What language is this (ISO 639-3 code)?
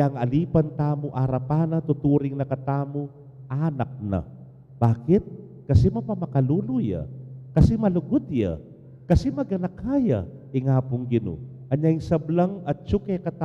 pam